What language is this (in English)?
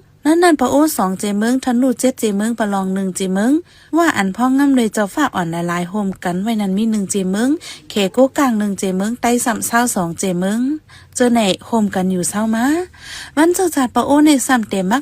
Shan